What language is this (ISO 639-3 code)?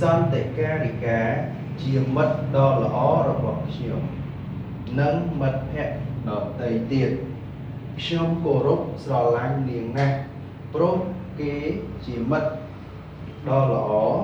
khm